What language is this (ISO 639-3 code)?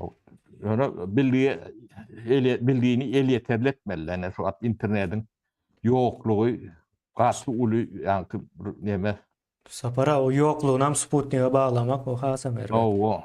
tuk